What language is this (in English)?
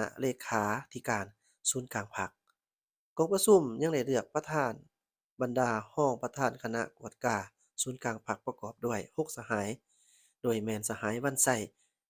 Lao